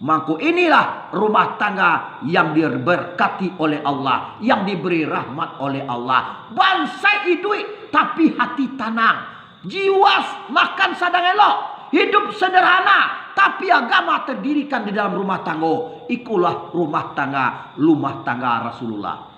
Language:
Minangkabau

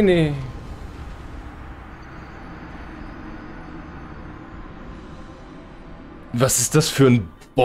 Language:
German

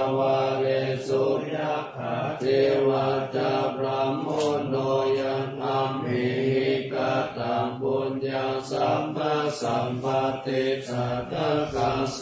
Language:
Pali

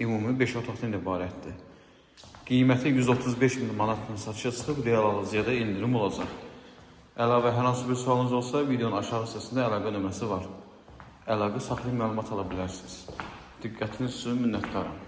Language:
Azerbaijani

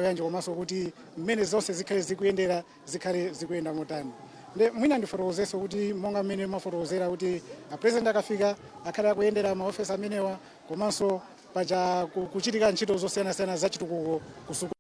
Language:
Nyanja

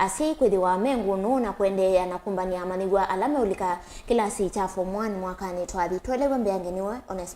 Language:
Kamba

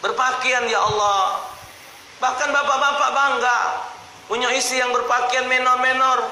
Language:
Musi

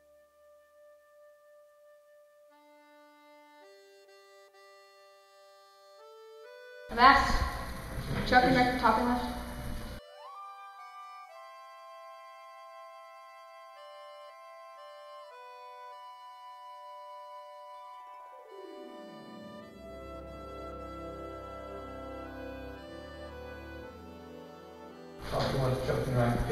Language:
English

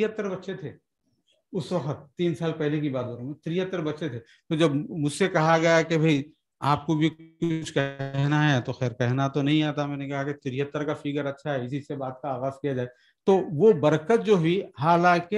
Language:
Urdu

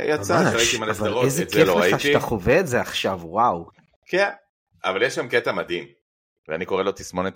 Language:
Hebrew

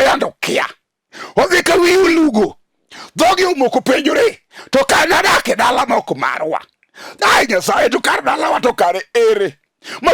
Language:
Luo (Kenya and Tanzania)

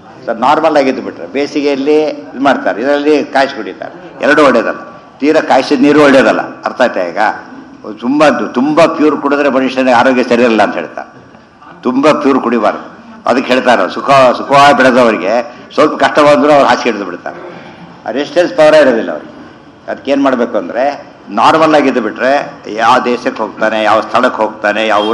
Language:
Kannada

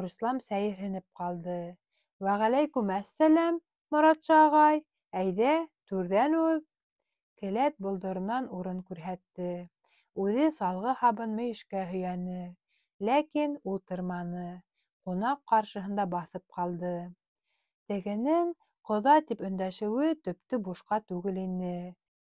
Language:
Bashkir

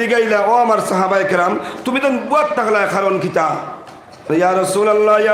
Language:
Sylheti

